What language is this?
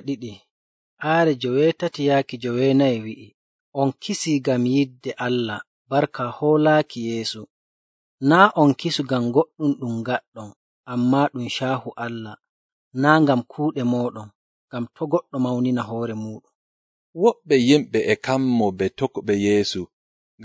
Nigerian Fulfulde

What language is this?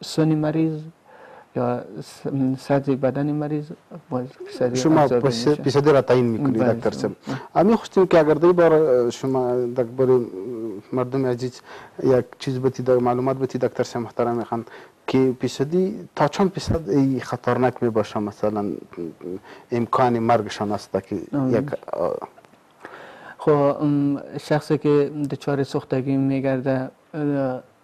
Persian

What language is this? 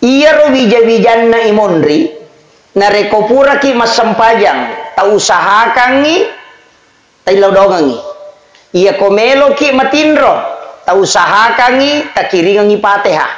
Buginese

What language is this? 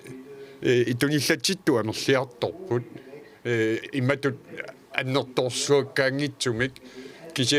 Kalaallisut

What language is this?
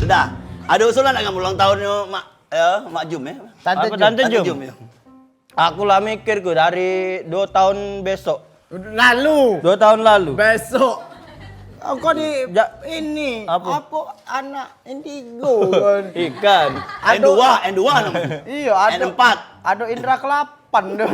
Musi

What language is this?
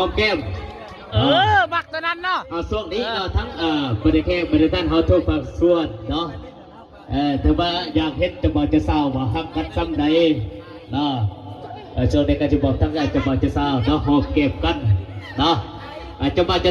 Lao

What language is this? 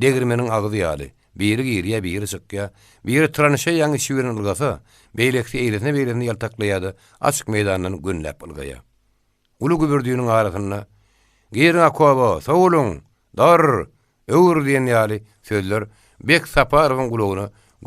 Turkmen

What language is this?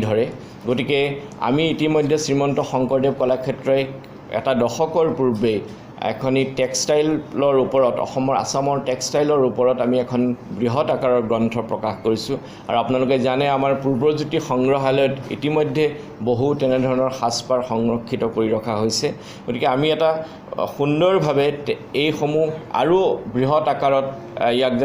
Assamese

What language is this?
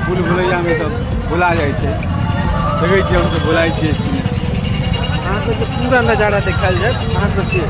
Maithili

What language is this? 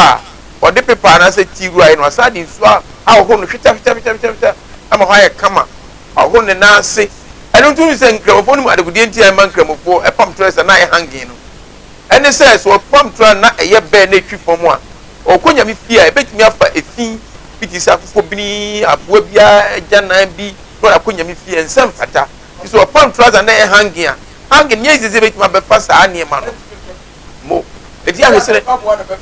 Akan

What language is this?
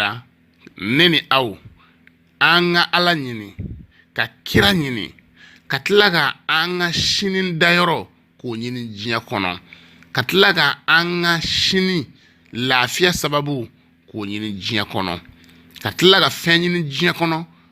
Bambara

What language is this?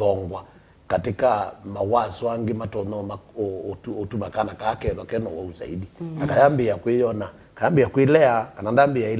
Kamba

